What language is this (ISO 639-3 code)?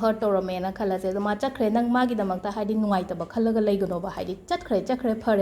mni